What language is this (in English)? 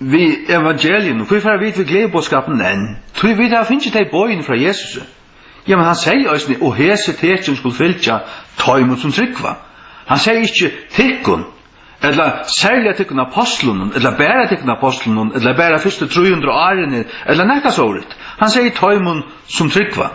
Faroese